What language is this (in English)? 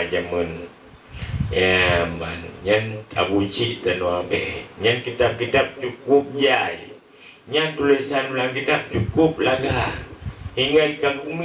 Achinese